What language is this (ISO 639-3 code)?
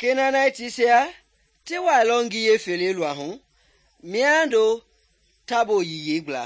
men